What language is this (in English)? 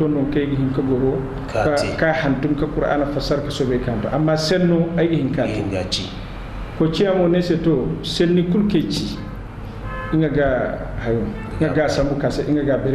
Zarma